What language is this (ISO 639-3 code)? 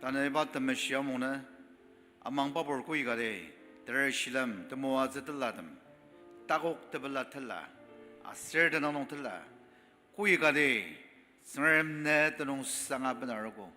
njo